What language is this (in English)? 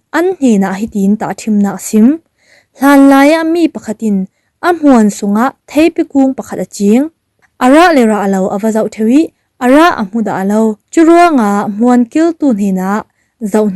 Falam Chin